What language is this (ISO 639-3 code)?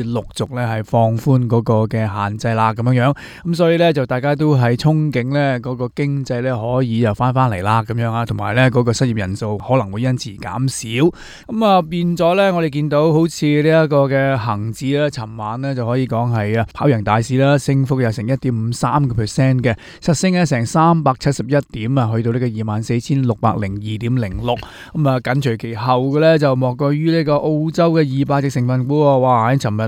yue